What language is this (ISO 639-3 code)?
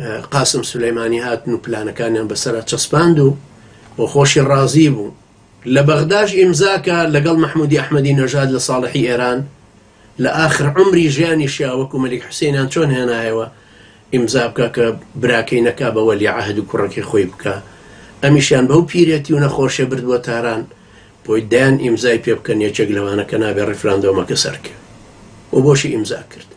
ckb